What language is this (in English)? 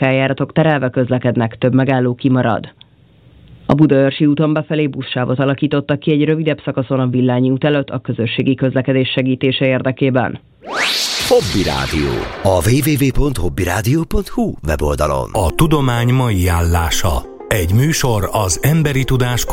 Hungarian